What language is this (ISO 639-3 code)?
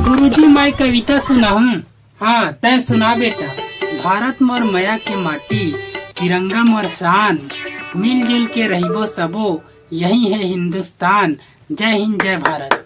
hne